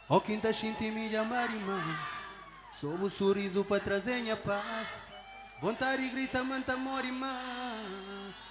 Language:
Kabuverdianu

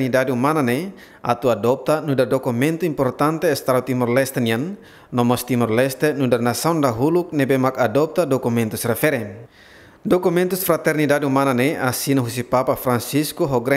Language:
Tetum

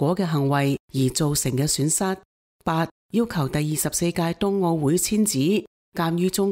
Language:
Cantonese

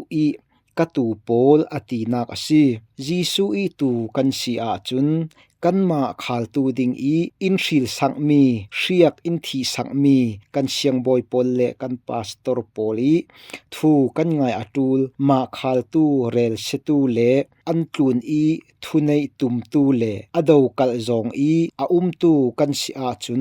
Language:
Falam Chin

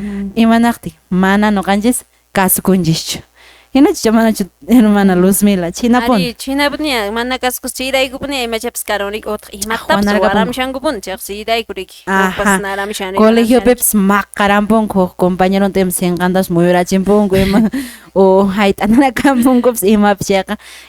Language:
Quechua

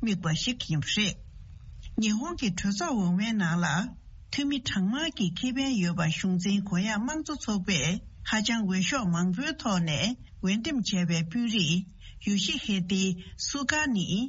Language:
Tibetan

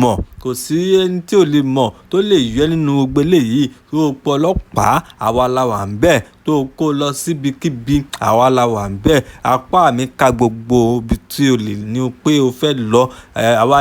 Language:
Yoruba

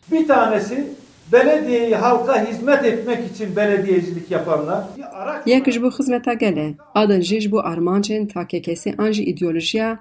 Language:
Kurdish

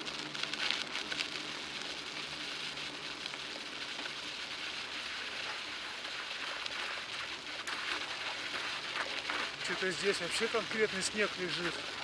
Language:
Russian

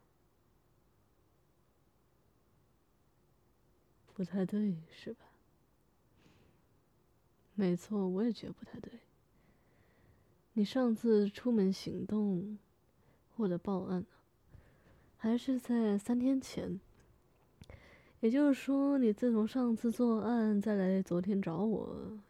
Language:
Chinese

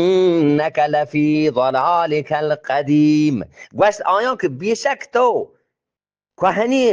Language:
Eastern Balochi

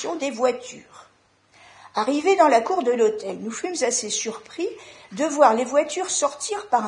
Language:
French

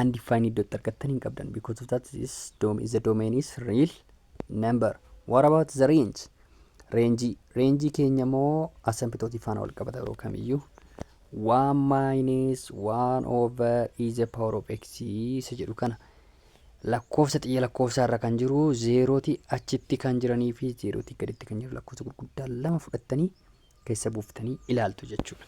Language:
Oromo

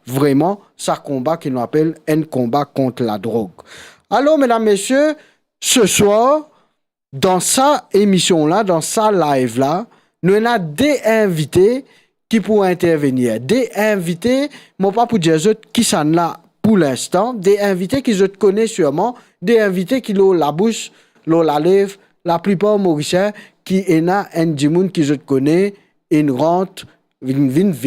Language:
Morisyen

